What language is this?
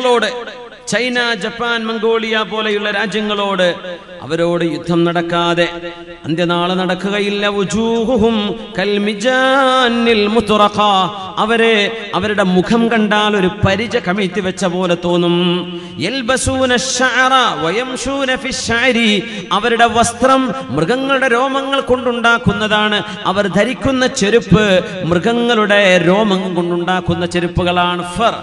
Malayalam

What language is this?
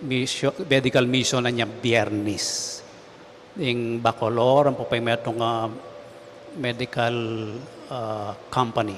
Pampanga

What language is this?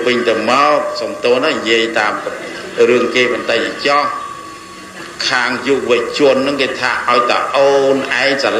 Khmer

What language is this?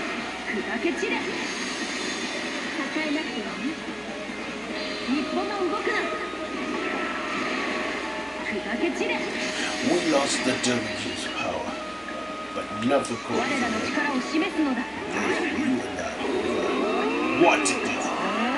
Japanese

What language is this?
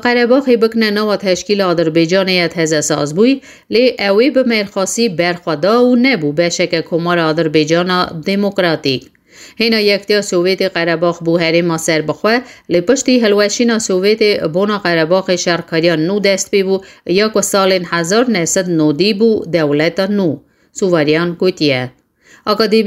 Kurdish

